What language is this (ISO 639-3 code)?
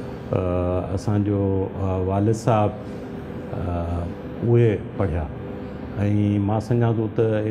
snd